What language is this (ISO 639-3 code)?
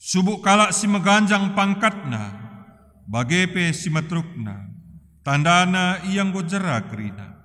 btx